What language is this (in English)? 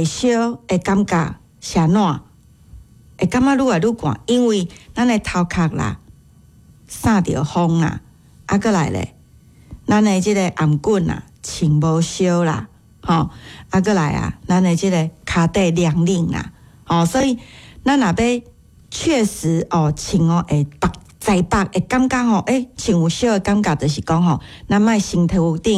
Min Nan Chinese